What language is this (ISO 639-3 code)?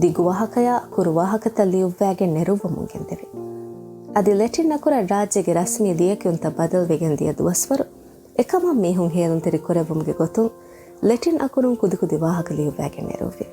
div